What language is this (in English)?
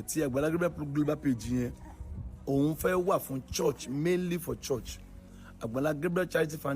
Yoruba